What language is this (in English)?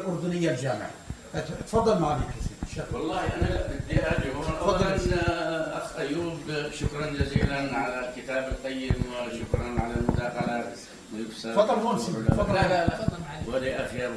North Levantine Arabic